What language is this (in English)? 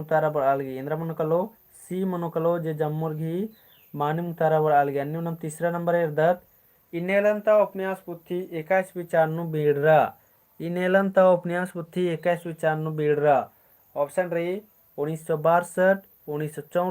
Kurukh